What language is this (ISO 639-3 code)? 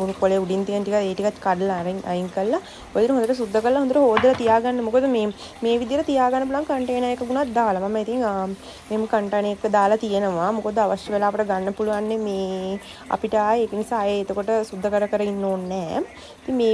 sin